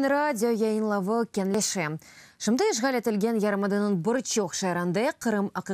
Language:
Crimean Tatar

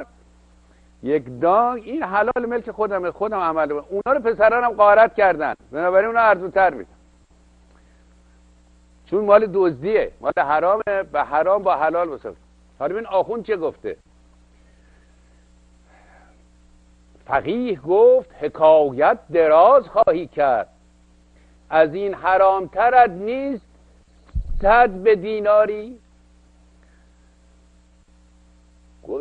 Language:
Persian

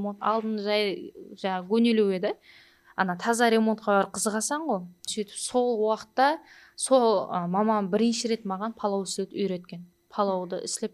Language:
Kara-Kalpak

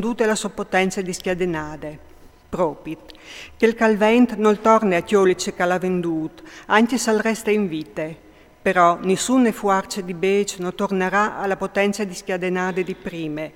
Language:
Friulian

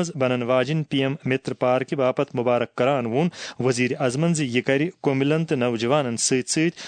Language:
Kashmiri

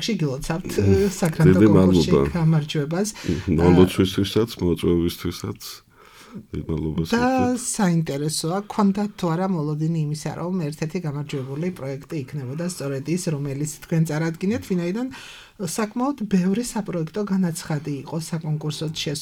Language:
Georgian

